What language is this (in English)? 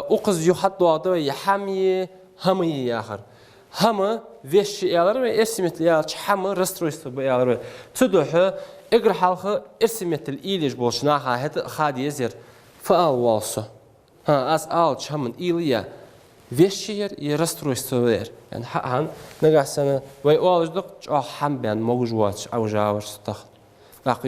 Ingush